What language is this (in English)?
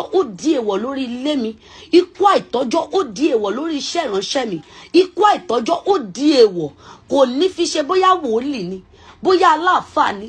Yoruba